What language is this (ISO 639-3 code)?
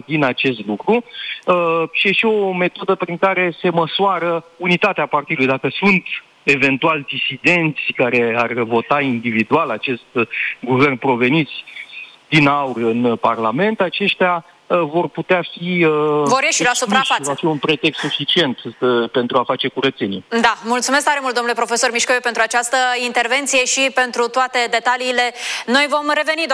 ron